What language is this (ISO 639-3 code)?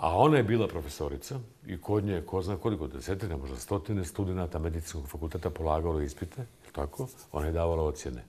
bos